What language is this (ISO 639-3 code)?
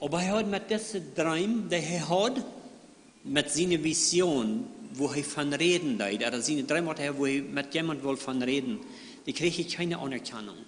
pdt